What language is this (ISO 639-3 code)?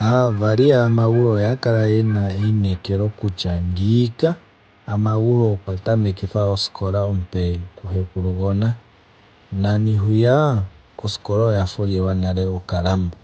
ndo